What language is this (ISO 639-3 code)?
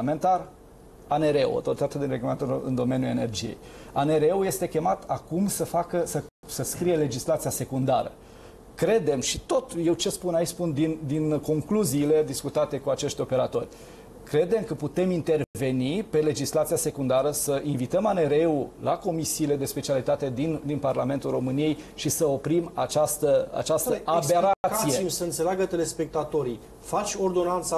ron